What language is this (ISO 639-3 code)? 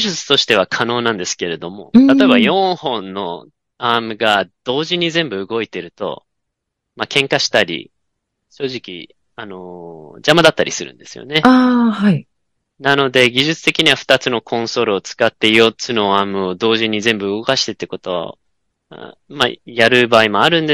jpn